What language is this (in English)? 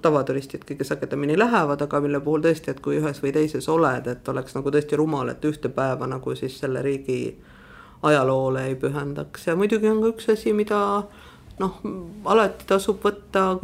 Estonian